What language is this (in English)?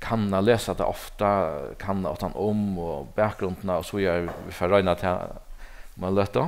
Faroese